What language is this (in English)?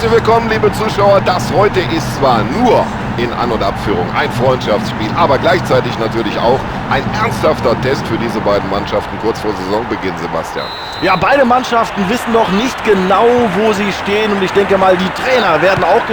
Bavarian